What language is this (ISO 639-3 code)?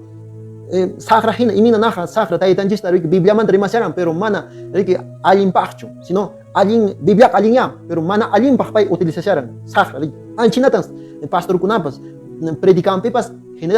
que